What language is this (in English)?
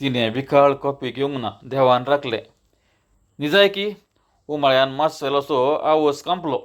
Konkani